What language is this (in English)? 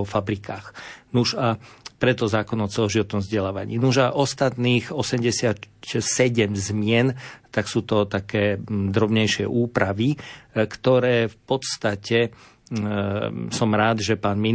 Slovak